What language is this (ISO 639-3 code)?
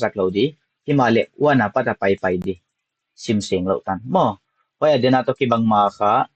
pck